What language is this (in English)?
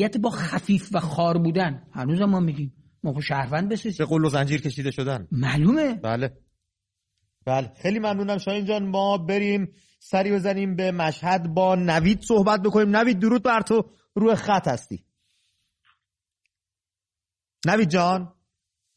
Persian